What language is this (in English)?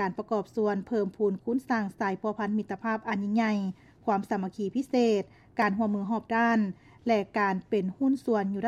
Lao